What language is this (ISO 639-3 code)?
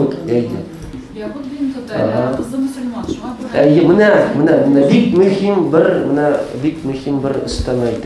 tat